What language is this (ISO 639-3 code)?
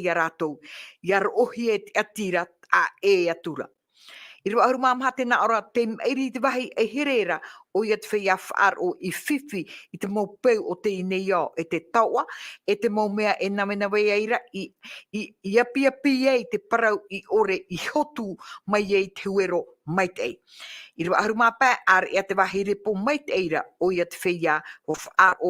tah